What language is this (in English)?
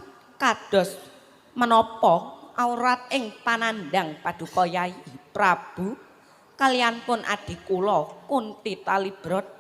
Javanese